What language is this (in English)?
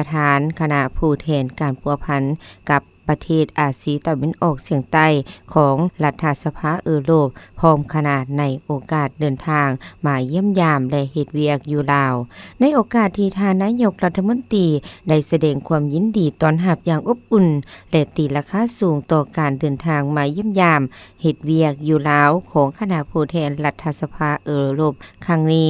Lao